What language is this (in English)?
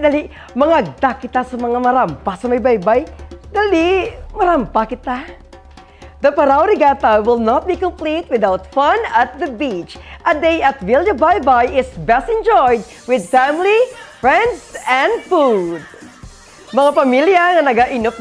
Hiligaynon